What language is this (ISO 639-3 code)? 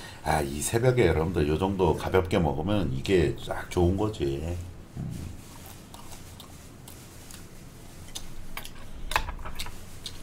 kor